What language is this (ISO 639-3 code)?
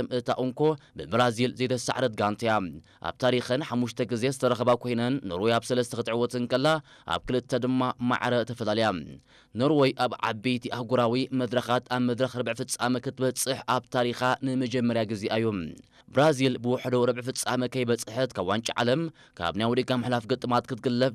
tir